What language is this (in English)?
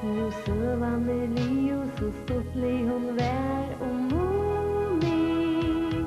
Faroese